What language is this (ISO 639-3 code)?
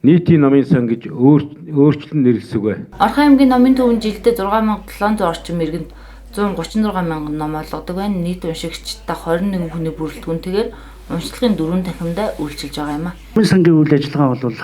mon